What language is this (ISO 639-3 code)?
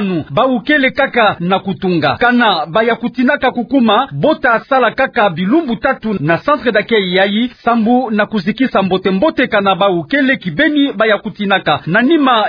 ktu